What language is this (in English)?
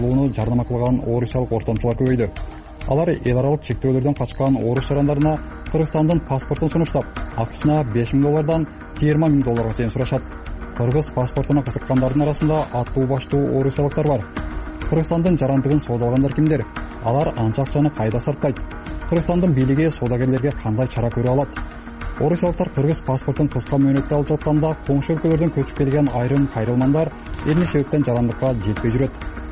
Kyrgyz